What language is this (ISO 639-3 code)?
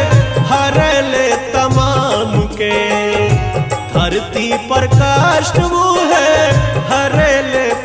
bho